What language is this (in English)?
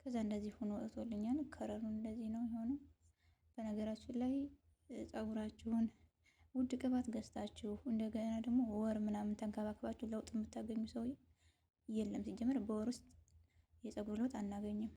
Amharic